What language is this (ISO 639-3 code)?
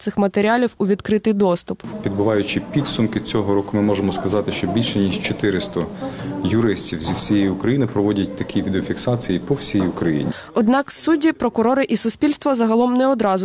ukr